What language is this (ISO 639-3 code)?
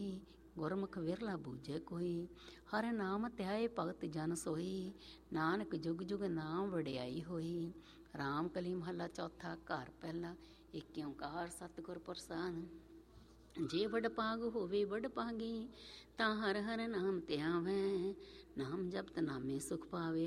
pan